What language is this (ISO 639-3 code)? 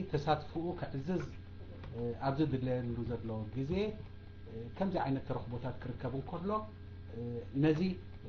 tir